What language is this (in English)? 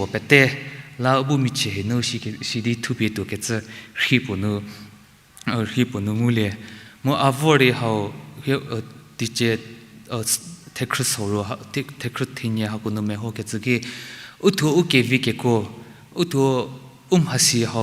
Angami Naga